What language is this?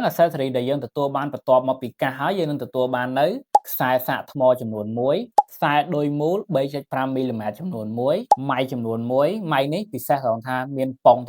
Khmer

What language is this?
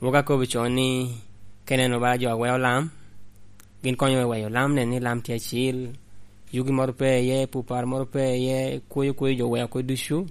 Lango (Uganda)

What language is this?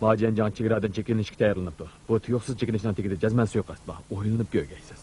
Uyghur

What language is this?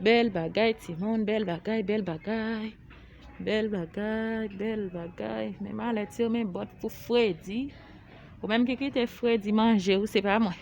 Haitian Creole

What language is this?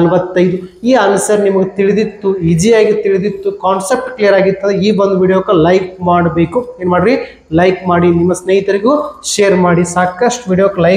Kannada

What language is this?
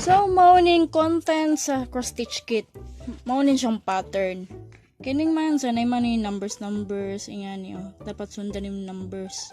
Cebuano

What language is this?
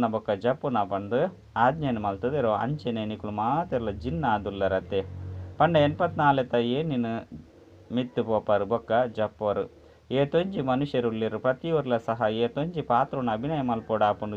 Tulu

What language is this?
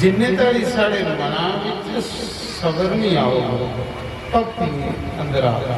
Dogri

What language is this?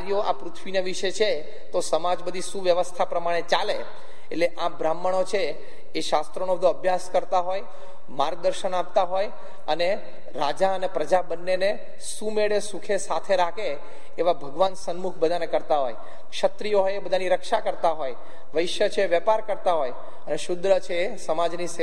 Gujarati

